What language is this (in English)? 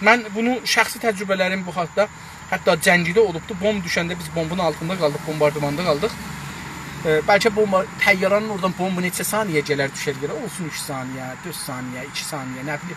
South Azerbaijani